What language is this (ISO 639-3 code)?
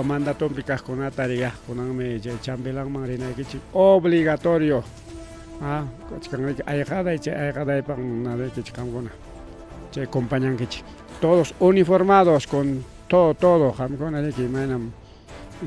quy